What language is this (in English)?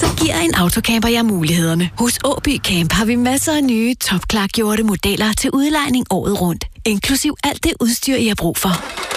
Danish